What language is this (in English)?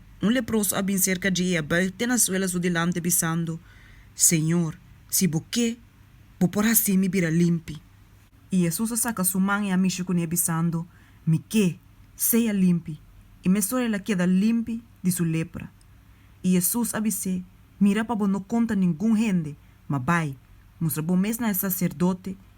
Papiamento